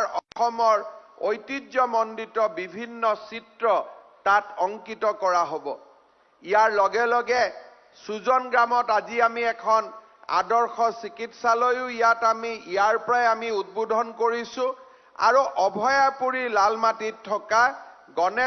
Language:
Assamese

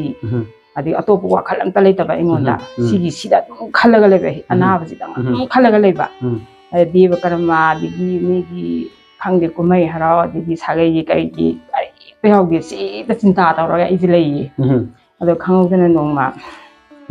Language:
Manipuri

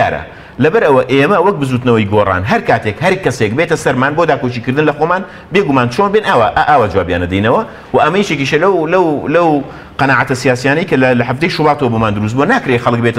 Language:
Central Kurdish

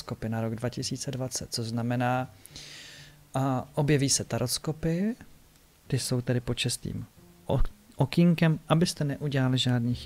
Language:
Czech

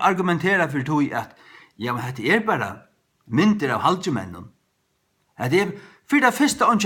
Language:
Faroese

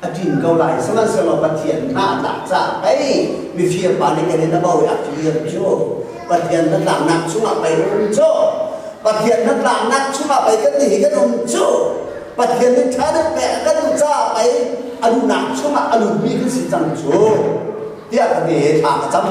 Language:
Hakha Chin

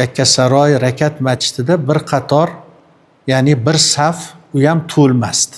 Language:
Uzbek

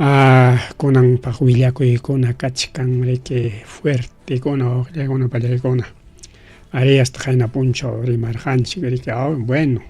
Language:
Ayacucho Quechua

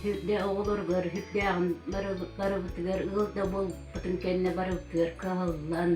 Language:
Yakut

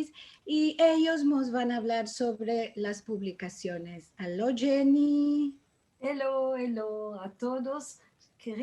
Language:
Ladino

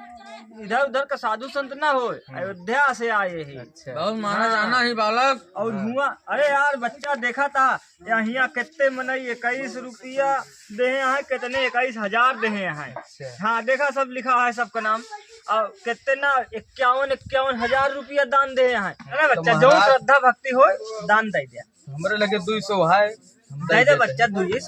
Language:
Awadhi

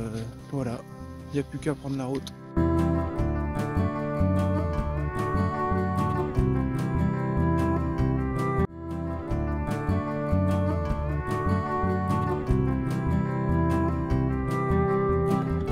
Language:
French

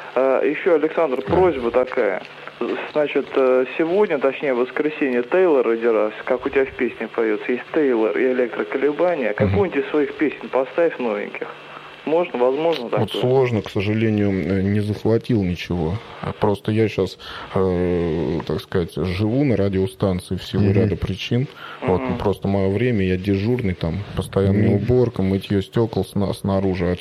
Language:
Russian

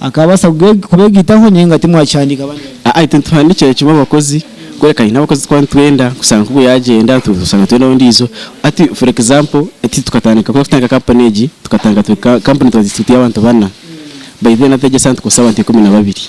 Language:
Nyankole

